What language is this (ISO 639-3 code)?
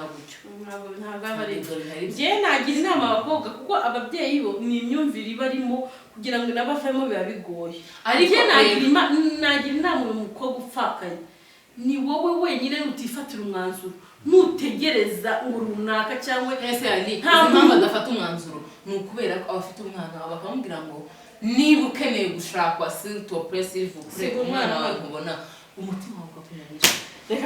kin